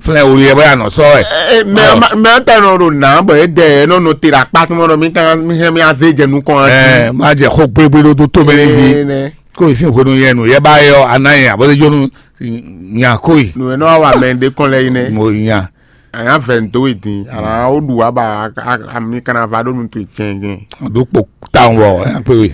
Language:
Fon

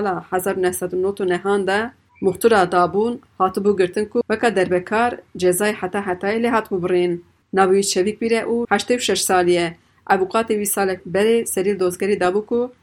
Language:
Kurdish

